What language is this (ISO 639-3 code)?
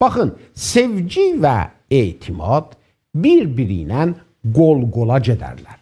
azb